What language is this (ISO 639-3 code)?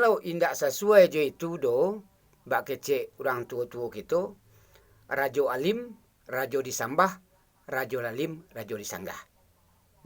min